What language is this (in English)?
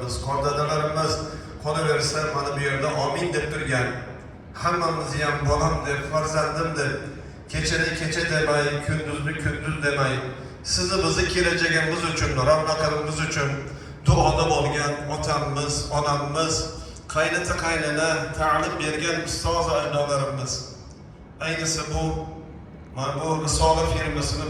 Uzbek